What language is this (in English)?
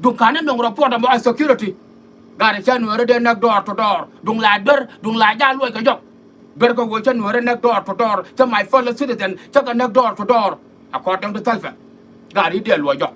Nuer